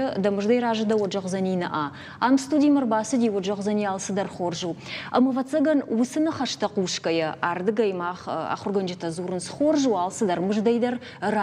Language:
Ossetic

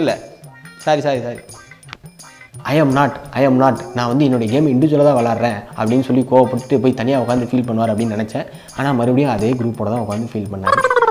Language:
Tamil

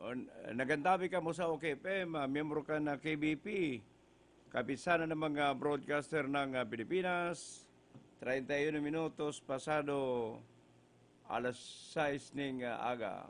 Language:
Bikol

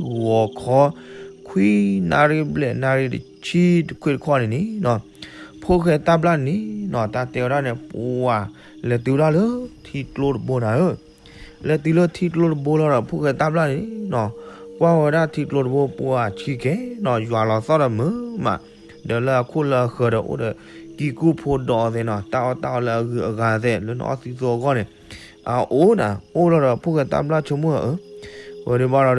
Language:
S'gaw Karen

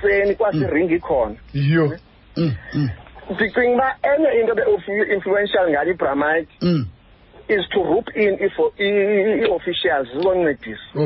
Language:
Xhosa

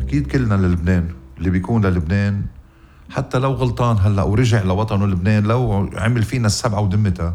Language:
North Levantine Arabic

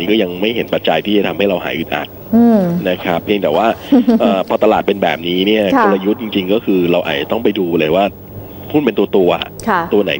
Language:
Thai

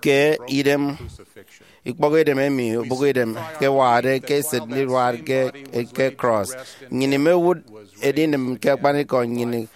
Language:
Efik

